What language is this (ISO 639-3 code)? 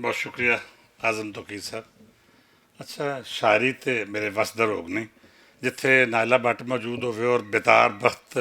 lah